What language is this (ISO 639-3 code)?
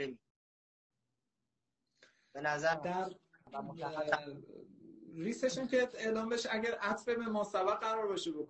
fas